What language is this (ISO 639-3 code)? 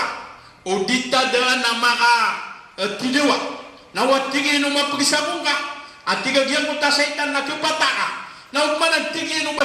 mrw